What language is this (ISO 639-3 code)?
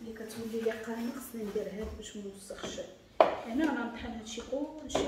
ary